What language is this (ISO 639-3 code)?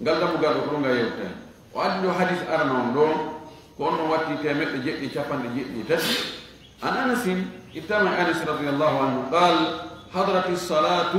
ful